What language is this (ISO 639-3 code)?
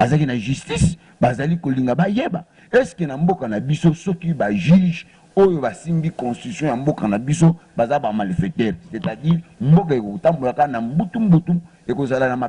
lin